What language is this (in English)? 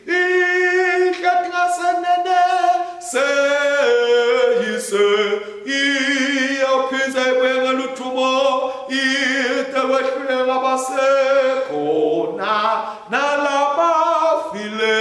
Swati